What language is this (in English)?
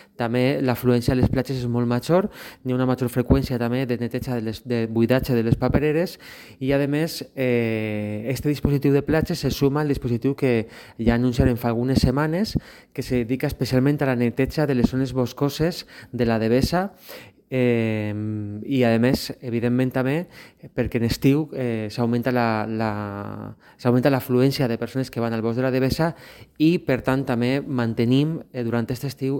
Catalan